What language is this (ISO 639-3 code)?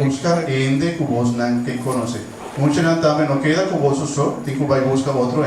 pap